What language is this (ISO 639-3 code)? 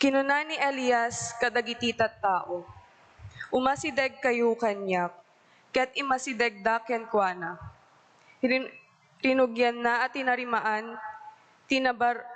ilo